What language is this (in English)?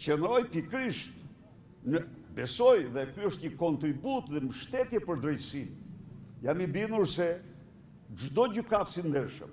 Albanian